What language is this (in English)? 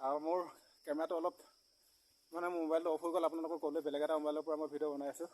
Assamese